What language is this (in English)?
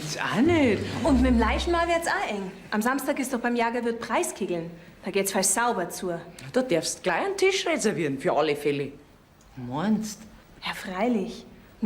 Bavarian